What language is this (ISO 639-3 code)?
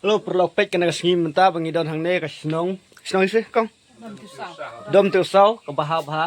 kha